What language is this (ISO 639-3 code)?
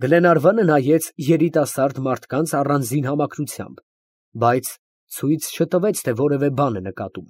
hye